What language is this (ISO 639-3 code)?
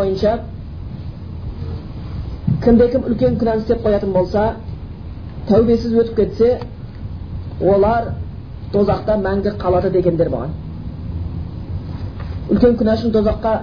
kaz